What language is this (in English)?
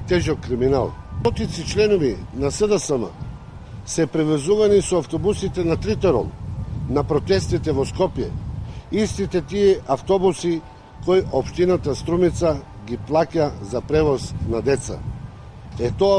Macedonian